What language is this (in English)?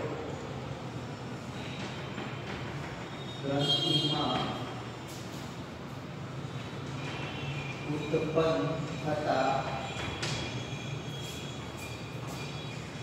Gujarati